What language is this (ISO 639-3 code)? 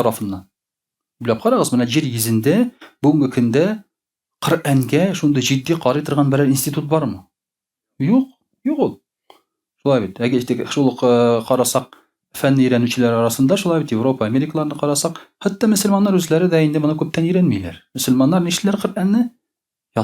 tat